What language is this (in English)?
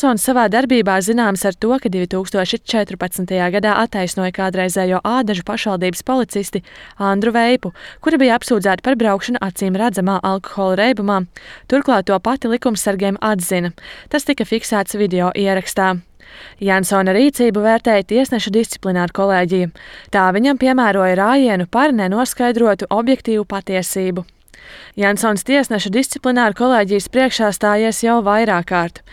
Latvian